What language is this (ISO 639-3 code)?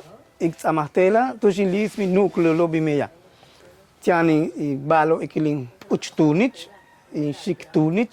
yua